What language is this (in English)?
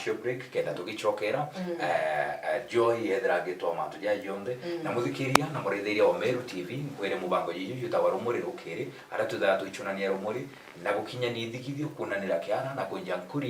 Meru